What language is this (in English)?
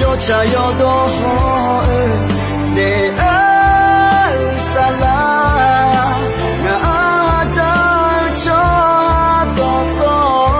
Akha